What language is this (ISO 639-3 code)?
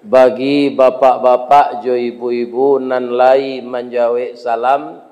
min